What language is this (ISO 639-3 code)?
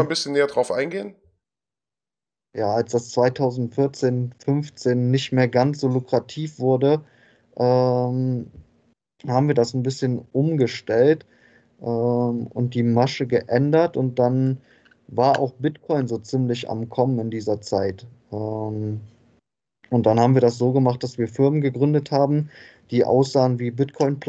deu